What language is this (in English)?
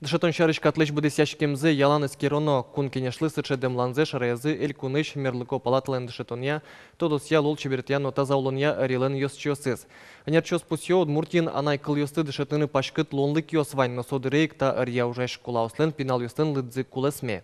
Udmurt